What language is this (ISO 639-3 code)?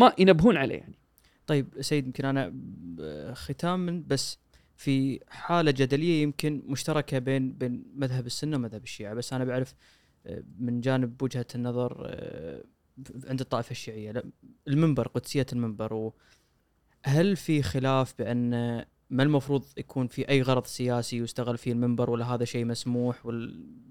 afb